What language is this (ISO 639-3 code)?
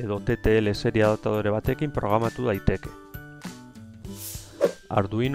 eus